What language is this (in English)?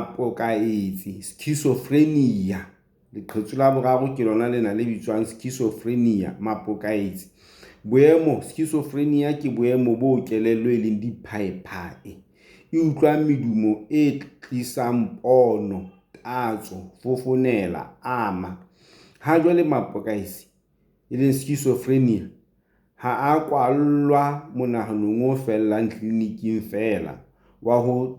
Southern Sotho